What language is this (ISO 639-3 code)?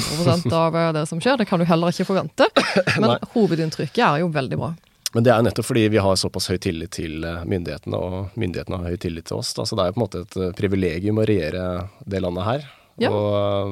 nor